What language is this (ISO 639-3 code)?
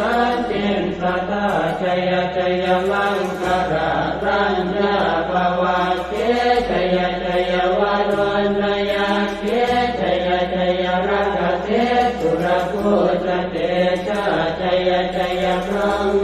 pli